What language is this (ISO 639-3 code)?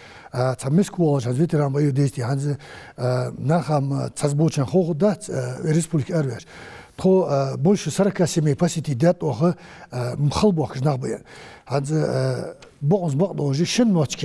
inh